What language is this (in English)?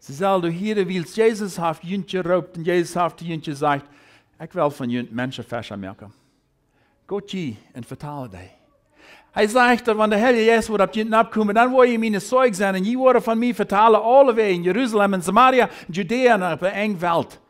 Plautdietsch